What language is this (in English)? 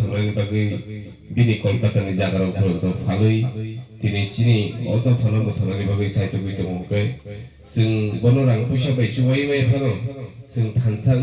Kok Borok